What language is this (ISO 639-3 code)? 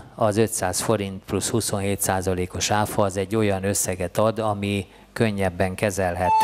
hun